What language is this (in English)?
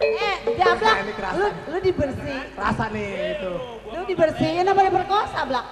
Betawi